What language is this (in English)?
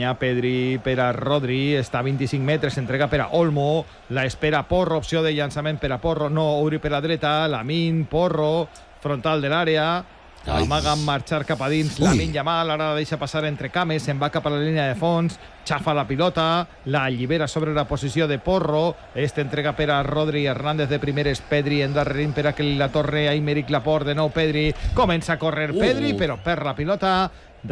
Catalan